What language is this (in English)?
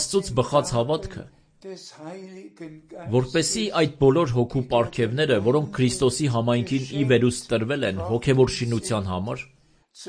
Armenian